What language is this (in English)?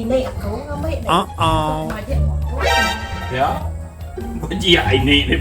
Iban